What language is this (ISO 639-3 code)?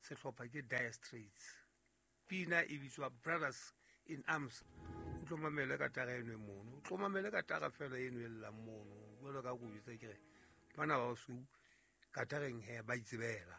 sot